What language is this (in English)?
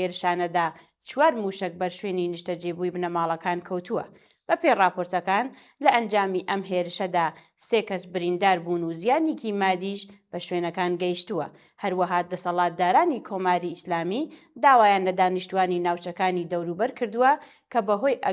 Central Kurdish